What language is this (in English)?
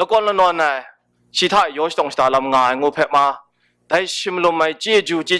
Kachin